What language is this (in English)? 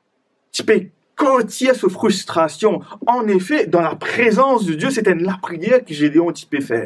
Morisyen